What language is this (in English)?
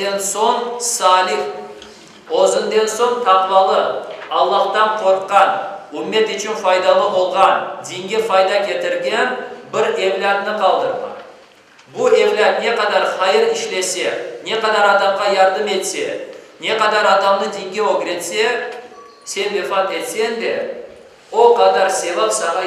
Crimean Tatar